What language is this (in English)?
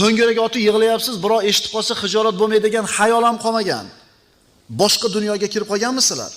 Uzbek